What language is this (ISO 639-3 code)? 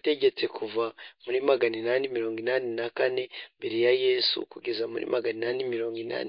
kin